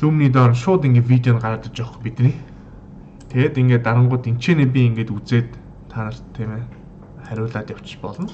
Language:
Mongolian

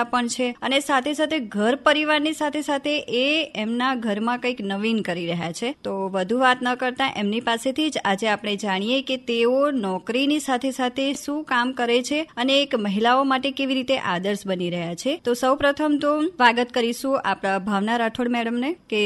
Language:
Gujarati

